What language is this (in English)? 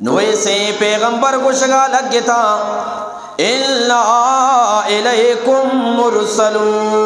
Eastern Balochi